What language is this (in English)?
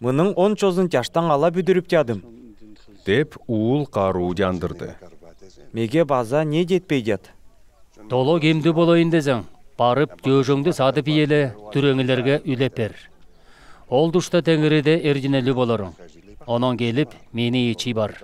Southern Altai